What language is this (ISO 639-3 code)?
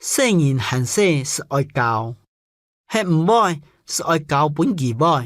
hak